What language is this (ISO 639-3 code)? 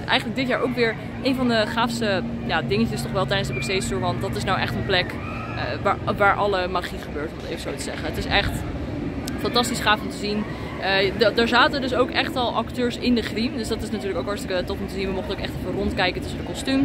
nld